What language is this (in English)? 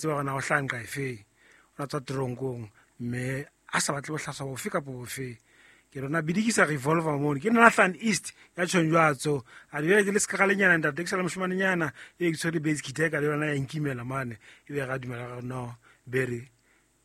Southern Sotho